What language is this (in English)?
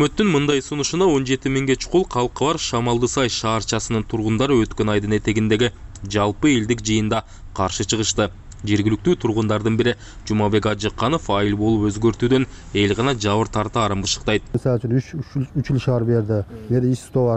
Kyrgyz